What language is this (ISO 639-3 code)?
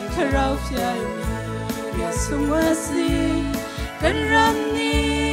cnh